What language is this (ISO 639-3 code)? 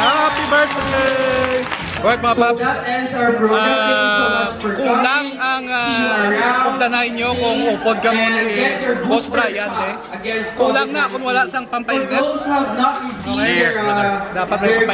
hil